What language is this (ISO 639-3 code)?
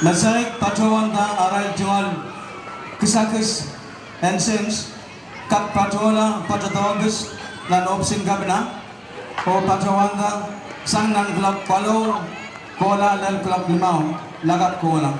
pon